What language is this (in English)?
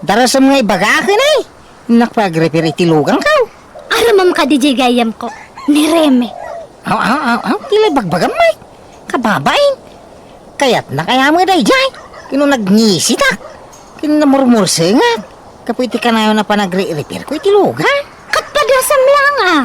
Iloko